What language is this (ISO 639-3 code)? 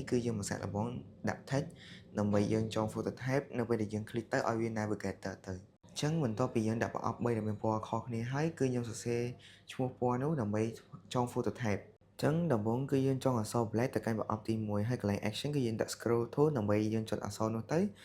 khm